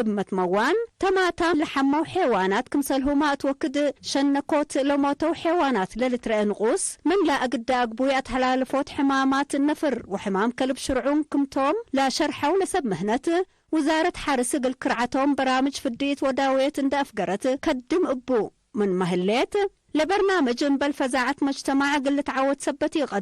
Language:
Tigre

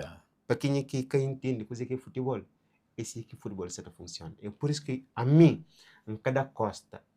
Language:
Kabuverdianu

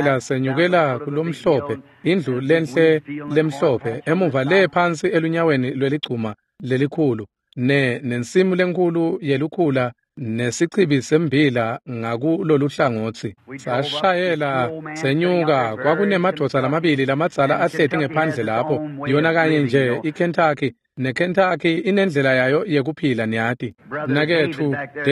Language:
Swati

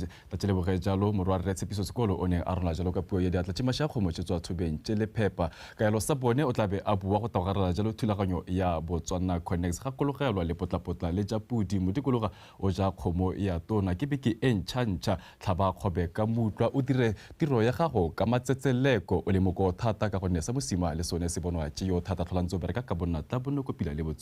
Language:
Tswana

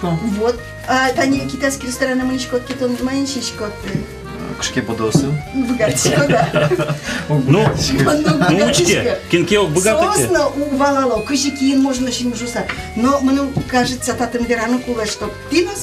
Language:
Udmurt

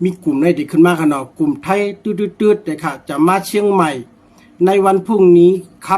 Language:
Shan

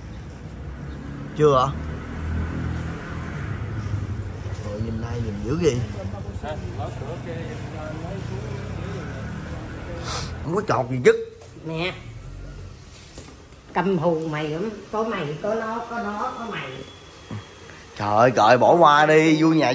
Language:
Vietnamese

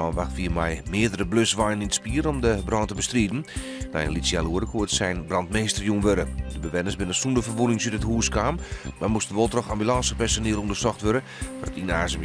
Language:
Western Frisian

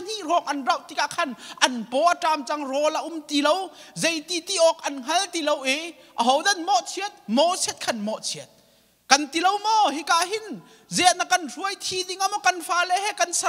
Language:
Hakha Chin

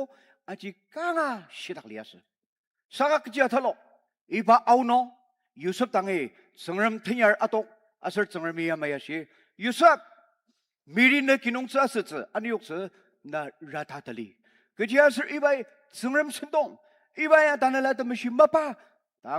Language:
Ao Naga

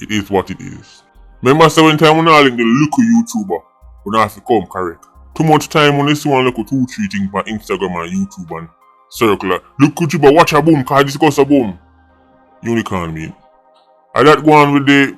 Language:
Jamaican Creole English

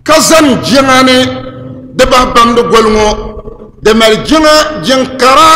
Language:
Dagbani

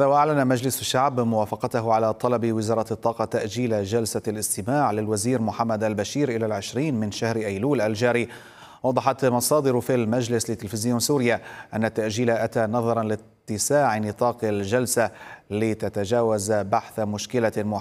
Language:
Arabic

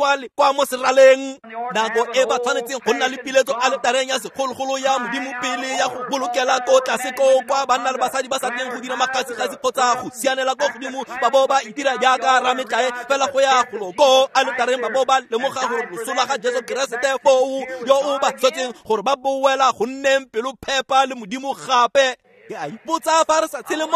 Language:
Tswana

